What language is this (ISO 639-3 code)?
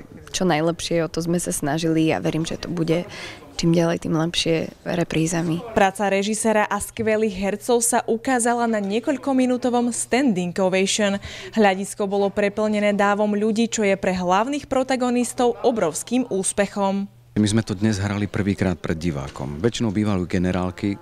slk